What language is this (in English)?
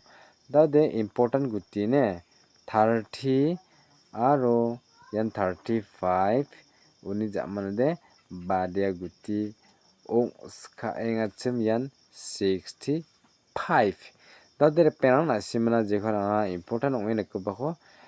Garo